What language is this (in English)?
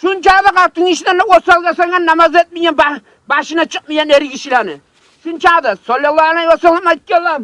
Kumyk